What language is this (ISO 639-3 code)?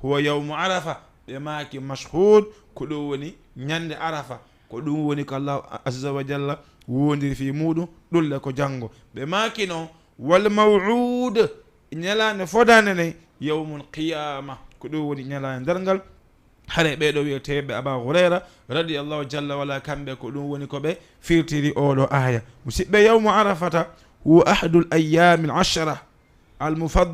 ful